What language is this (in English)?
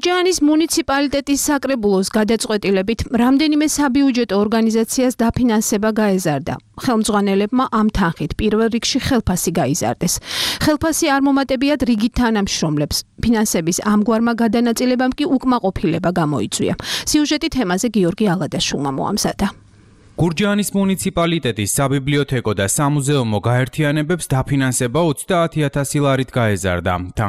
Georgian